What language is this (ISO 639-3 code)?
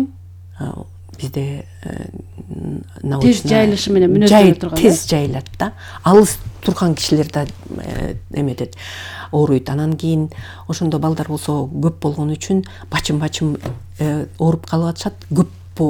kir